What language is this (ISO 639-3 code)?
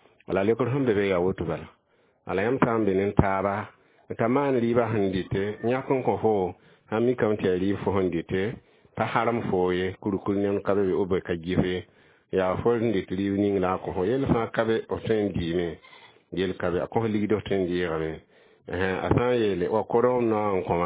mos